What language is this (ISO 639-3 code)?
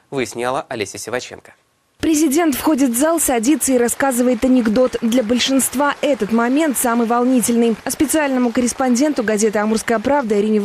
rus